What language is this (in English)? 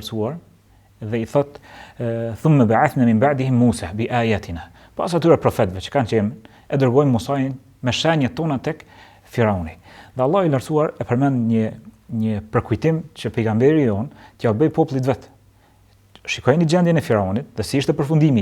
Albanian